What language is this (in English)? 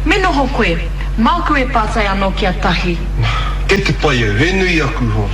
Māori